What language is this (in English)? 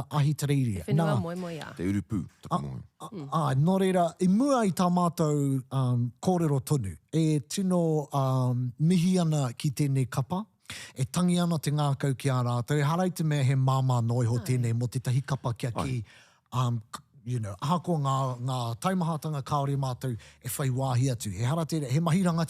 Māori